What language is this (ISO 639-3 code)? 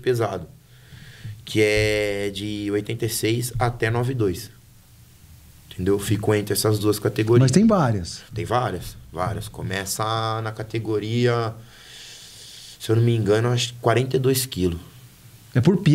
por